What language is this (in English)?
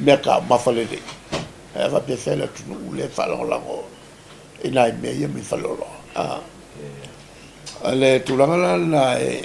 Samoan